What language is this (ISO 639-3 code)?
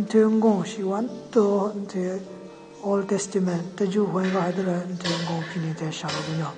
nre